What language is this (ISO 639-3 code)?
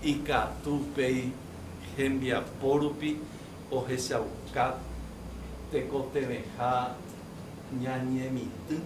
grn